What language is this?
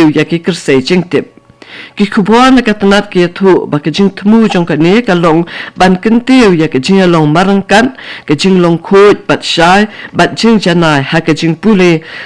Khasi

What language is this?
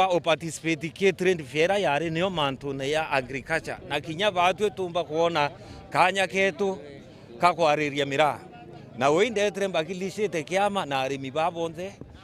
Meru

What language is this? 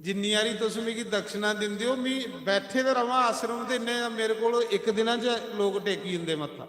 Dogri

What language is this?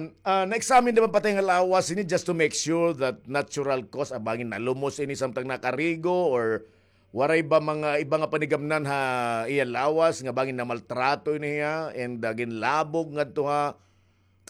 Waray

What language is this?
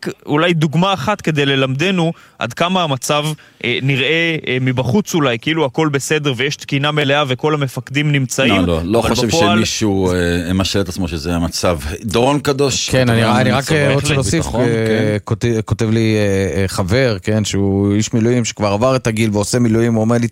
Hebrew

